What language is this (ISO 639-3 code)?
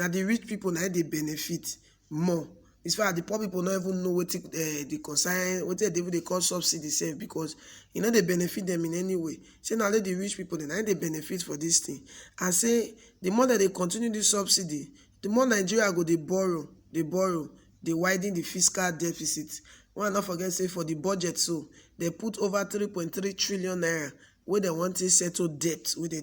pcm